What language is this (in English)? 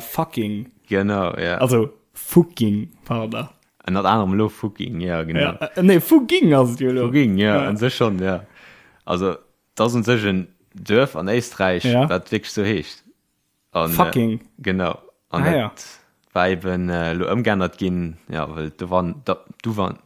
Luxembourgish